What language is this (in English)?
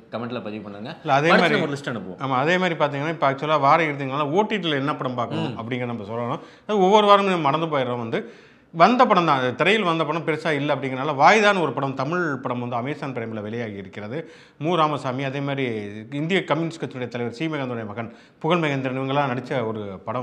Tamil